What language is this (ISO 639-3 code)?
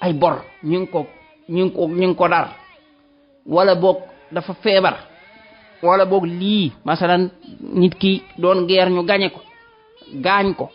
wol